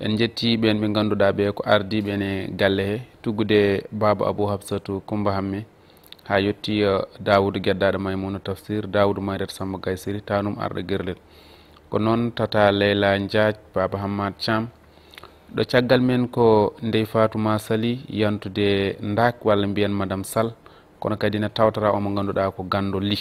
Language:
Fula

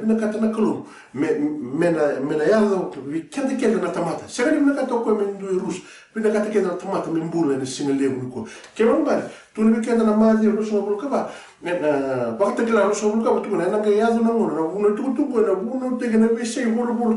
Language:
Fijian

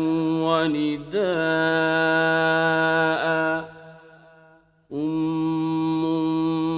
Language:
Arabic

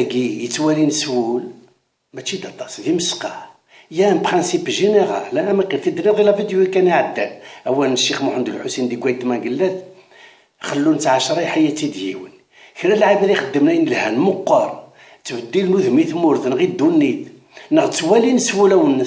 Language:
Kabyle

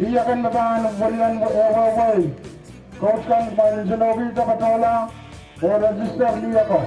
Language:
Pohnpeian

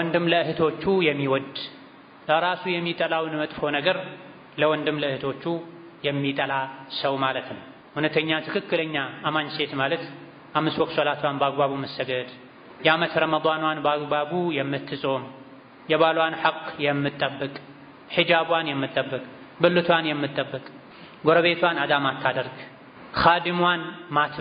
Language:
Amharic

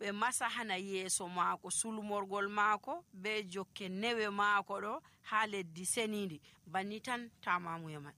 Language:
Nigerian Fulfulde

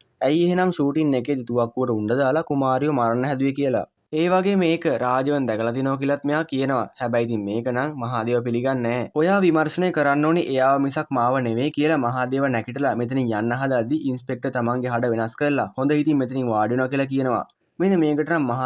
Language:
Sinhala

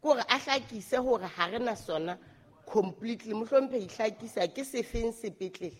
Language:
Southern Sotho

